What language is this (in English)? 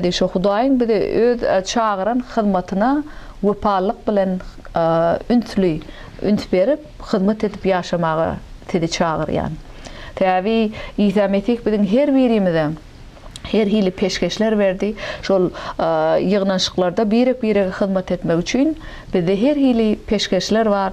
Turkmen